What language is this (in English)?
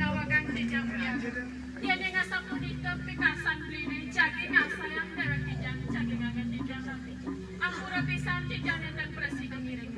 Balinese